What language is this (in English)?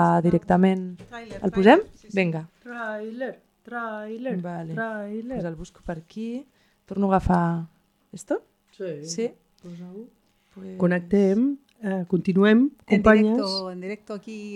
Catalan